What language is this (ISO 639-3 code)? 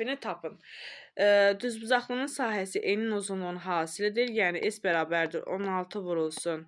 aze